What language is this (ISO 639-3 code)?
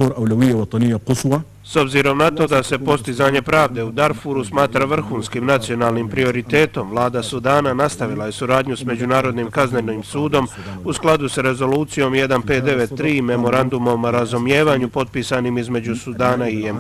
bos